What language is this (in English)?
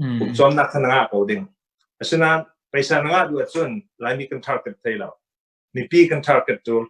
Hakha Chin